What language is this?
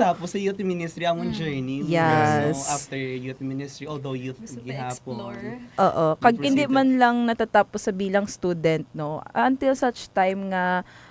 Hiligaynon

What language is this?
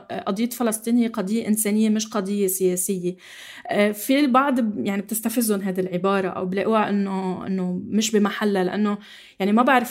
North Levantine Arabic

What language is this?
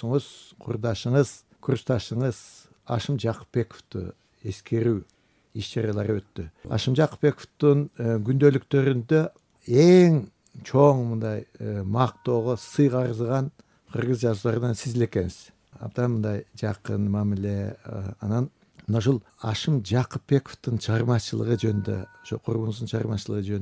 Kyrgyz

